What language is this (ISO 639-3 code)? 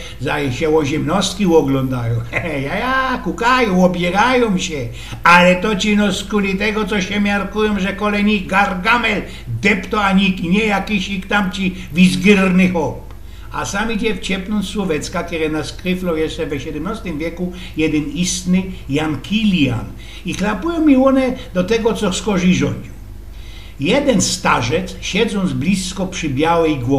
szl